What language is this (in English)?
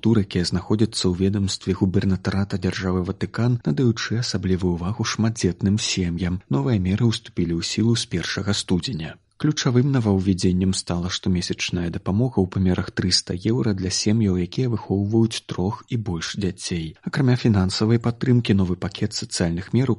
Belarusian